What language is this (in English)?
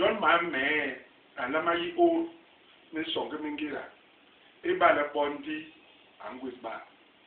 Basaa